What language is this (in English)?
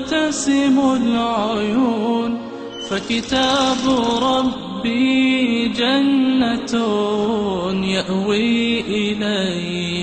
Bosnian